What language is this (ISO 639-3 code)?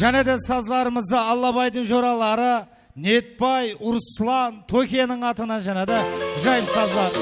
kaa